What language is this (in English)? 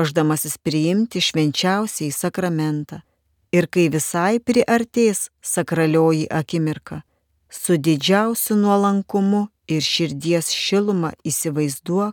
Lithuanian